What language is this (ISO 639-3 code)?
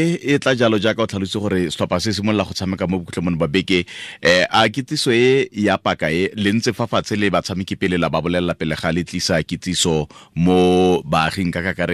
tsn